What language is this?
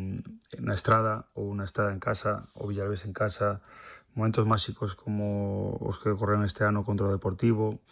Galician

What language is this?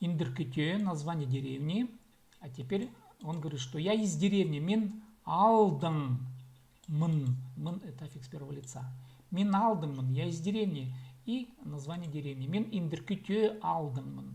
Khakas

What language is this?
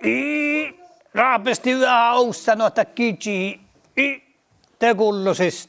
Northern Sami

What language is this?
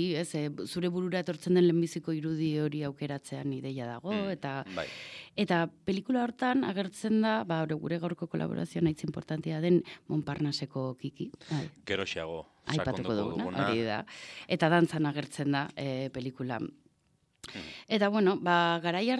Basque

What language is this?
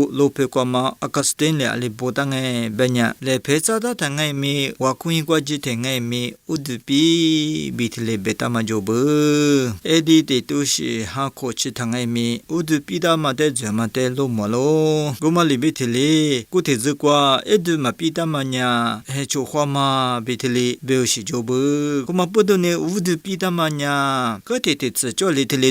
Lisu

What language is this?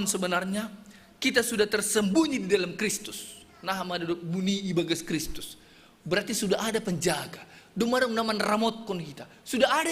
Batak Simalungun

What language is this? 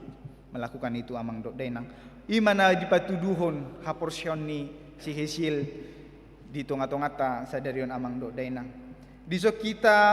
Batak Toba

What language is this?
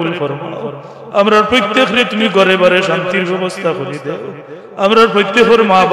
Sylheti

